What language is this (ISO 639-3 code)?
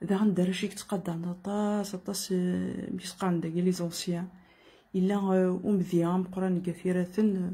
kab